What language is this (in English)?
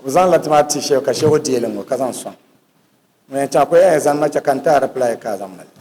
Dagbani